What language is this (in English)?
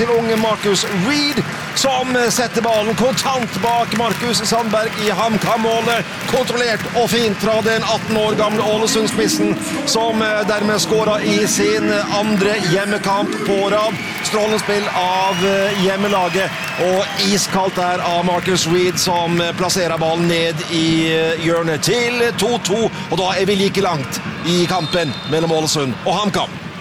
Norwegian